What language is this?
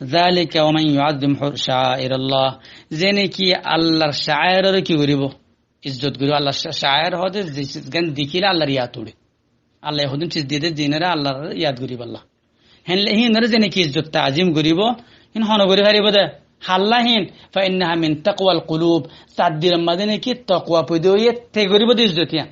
Rohingya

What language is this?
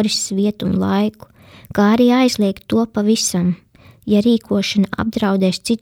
Latvian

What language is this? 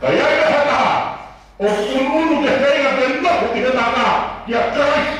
Tongan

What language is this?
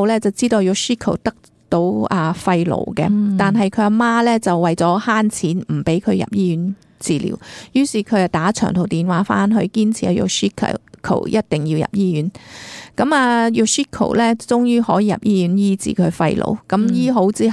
Cantonese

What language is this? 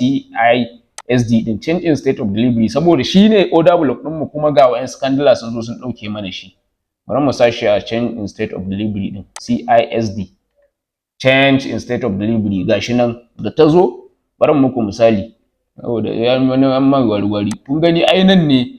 Hausa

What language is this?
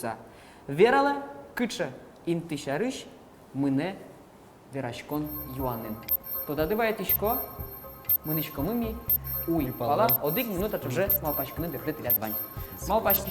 Udmurt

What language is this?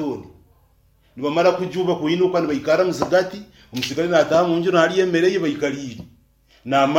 Nyankole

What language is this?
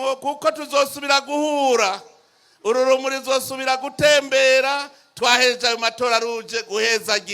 Rundi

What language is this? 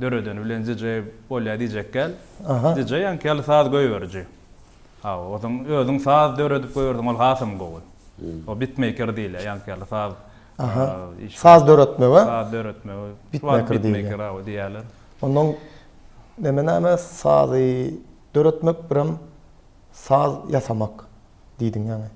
Turkmen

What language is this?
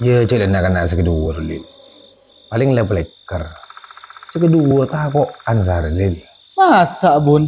Madurese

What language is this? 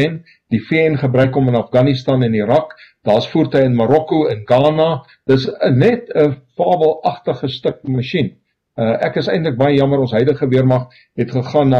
Afrikaans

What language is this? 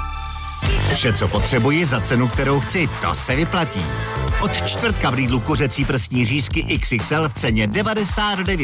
Czech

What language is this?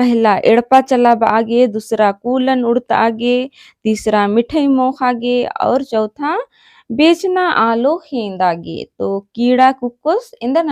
Kurukh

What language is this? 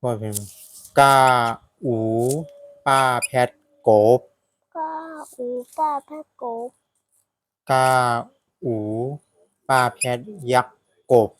Shan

